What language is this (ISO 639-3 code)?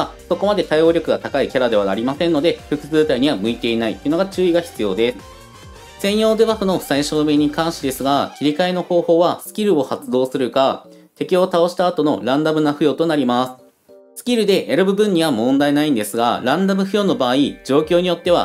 jpn